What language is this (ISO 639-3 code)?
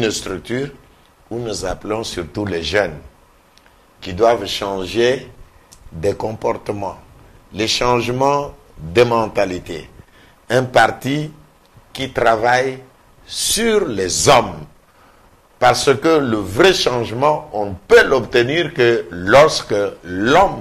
fra